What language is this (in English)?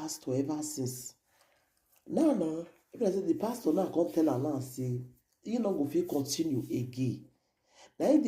Nigerian Pidgin